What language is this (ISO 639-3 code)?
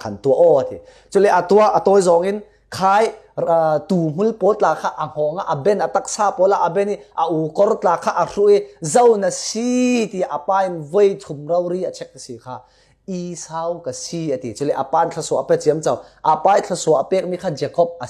cfm